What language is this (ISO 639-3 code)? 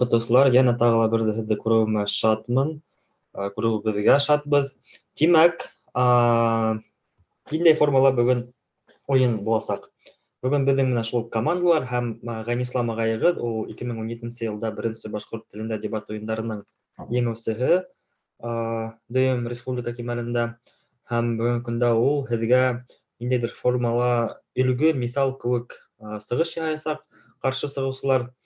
bak